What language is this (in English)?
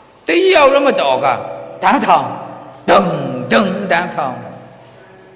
Maru